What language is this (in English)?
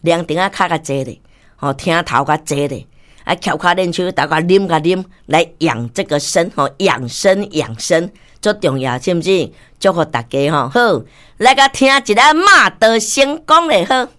Min Nan Chinese